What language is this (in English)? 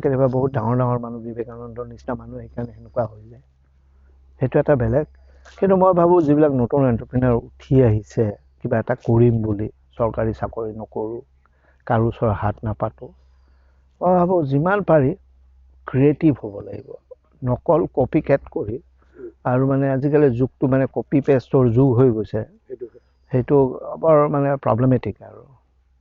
Assamese